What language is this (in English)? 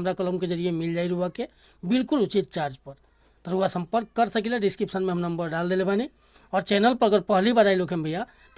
Bhojpuri